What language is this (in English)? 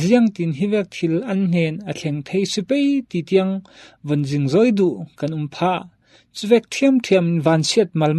Falam Chin